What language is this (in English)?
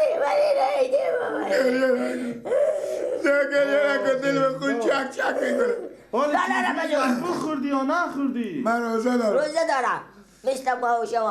Persian